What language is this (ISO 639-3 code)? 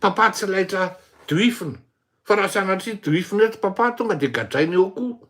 mlg